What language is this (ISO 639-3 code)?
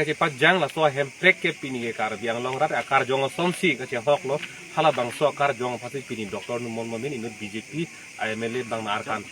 mjw